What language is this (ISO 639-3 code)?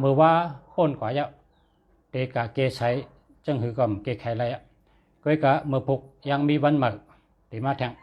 shn